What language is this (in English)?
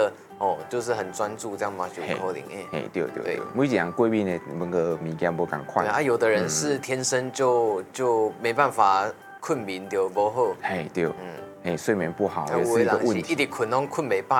Min Nan Chinese